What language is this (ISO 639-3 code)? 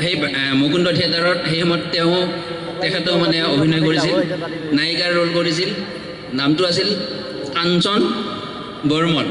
asm